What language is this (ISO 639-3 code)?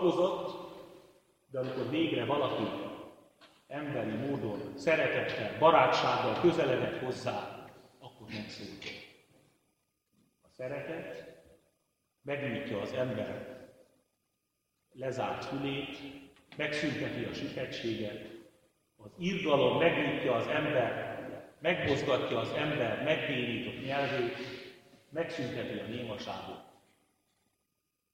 hun